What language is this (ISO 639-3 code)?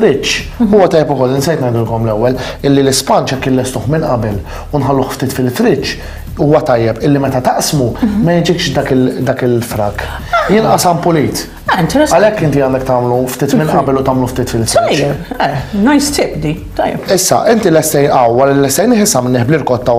mlt